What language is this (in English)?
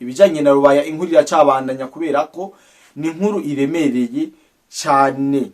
Rundi